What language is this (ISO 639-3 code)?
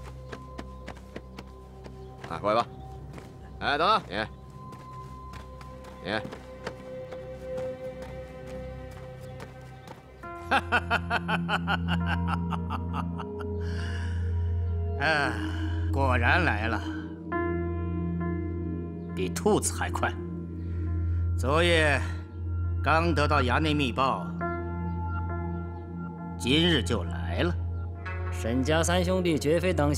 zho